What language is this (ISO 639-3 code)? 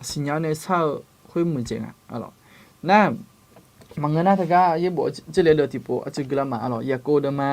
ahk